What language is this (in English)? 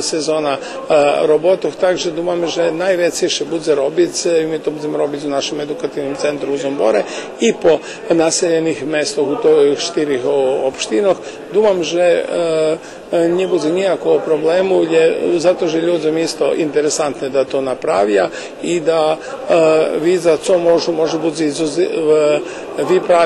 Rusyn